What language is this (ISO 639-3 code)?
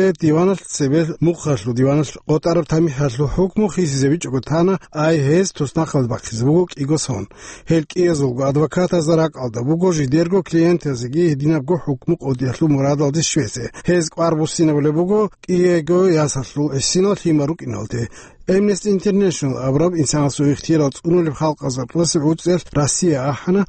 ava